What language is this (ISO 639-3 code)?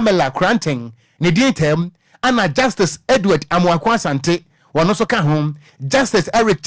aka